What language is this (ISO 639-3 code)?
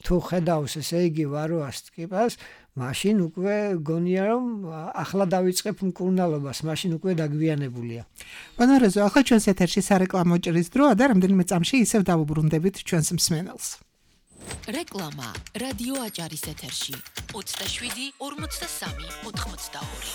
kat